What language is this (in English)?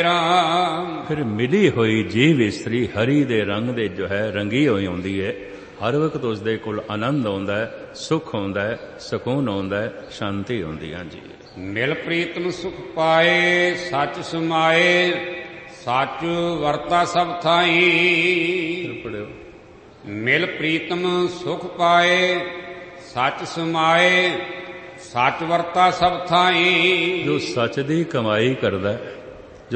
Punjabi